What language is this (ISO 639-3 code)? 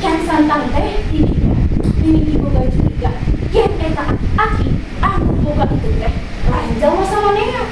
sun